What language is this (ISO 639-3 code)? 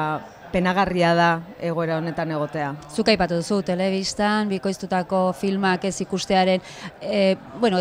eus